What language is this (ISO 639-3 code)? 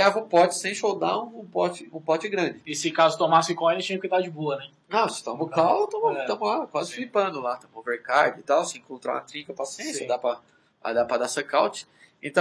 por